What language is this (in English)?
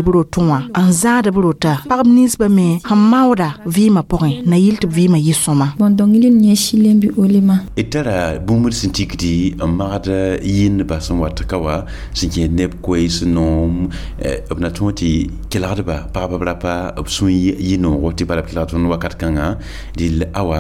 Mossi